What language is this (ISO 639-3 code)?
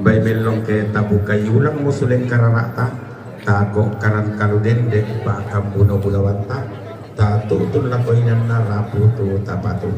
sda